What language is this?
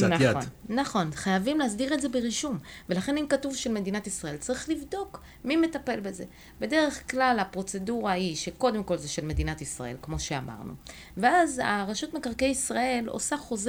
Hebrew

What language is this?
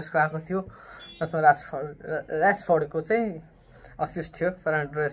Nepali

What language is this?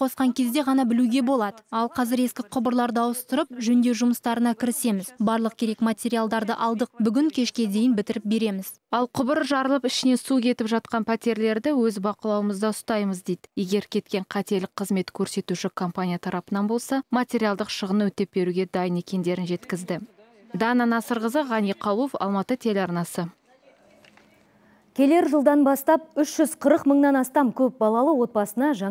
Kazakh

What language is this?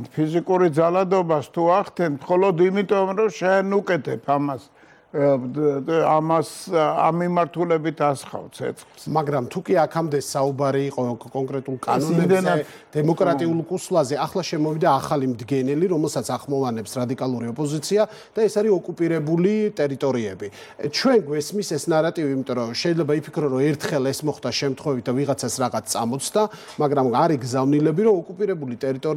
Georgian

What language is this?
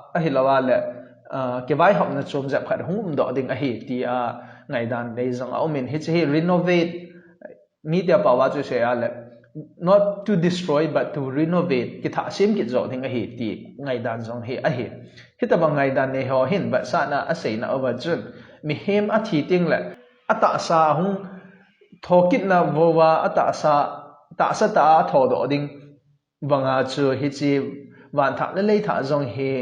Thado Chin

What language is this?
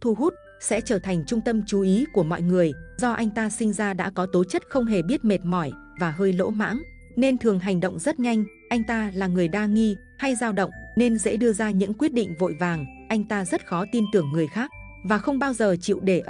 Vietnamese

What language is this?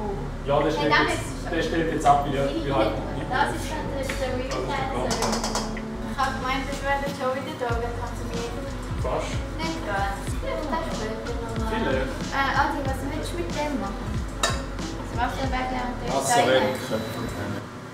Swiss German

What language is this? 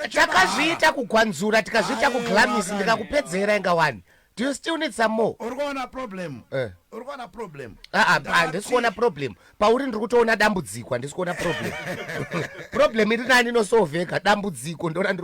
Shona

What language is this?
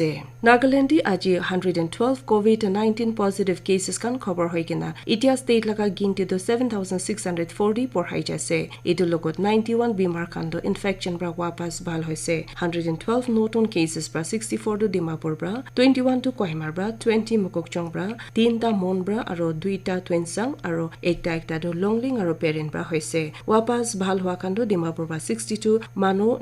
Naga Pidgin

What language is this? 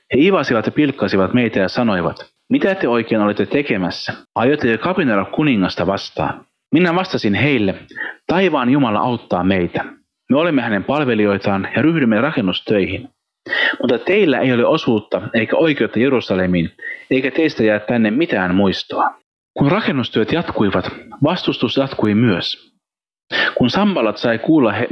Finnish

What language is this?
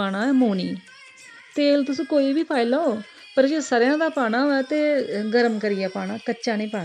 Dogri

